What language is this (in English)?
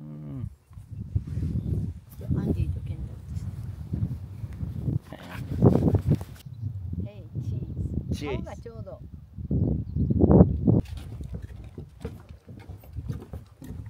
Japanese